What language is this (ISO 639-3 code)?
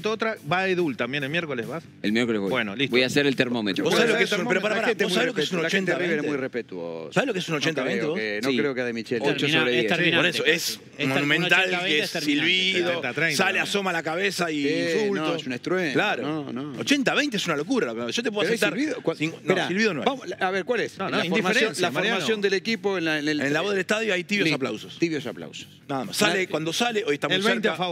spa